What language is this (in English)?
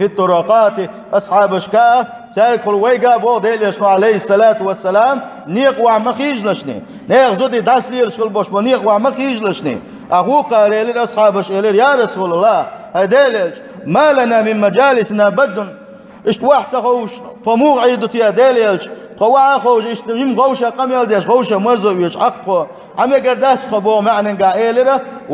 Chechen